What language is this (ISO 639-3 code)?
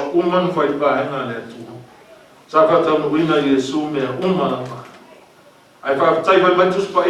smo